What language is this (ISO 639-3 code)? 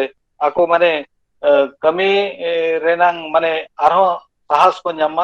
sat